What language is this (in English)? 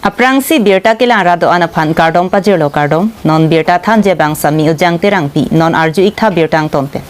Karbi